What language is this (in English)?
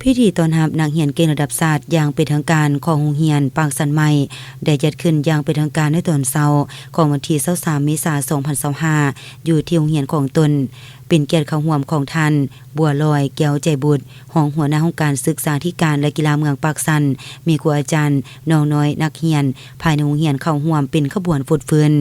Lao